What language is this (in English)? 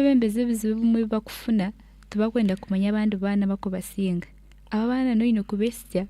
Nyankole